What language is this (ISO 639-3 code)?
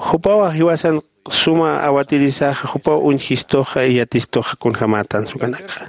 aym